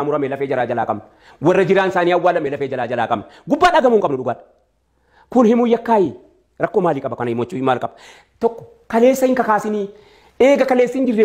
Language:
Oromo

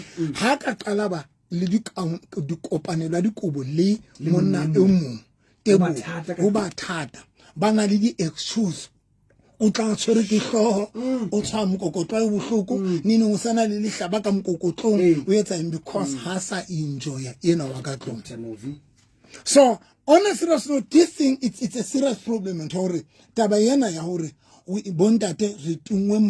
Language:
Southern Sotho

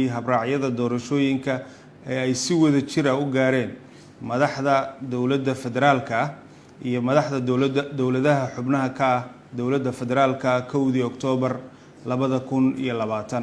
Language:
Somali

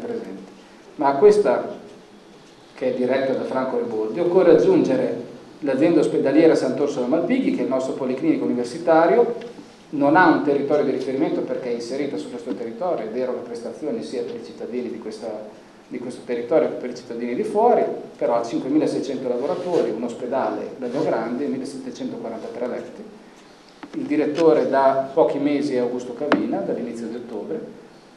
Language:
Italian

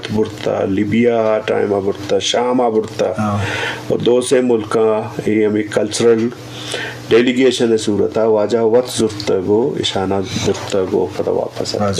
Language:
Eastern Balochi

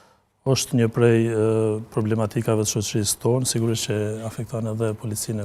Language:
Albanian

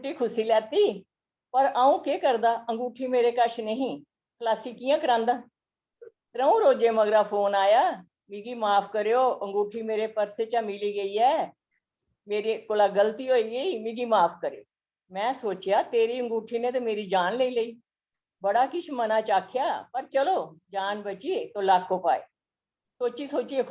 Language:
Dogri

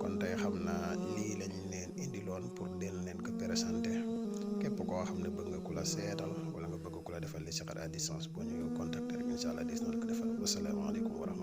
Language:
Wolof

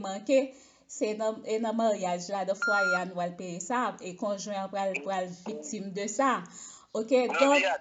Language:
Haitian Creole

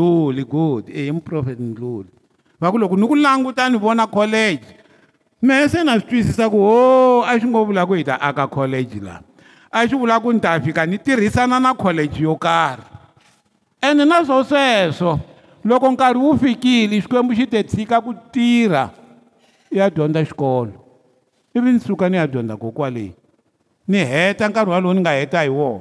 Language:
Tsonga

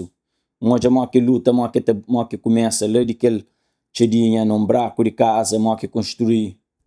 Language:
Kabuverdianu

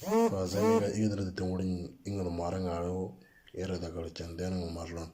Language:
Moro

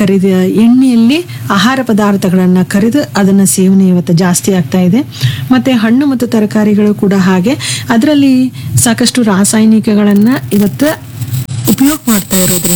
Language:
Kannada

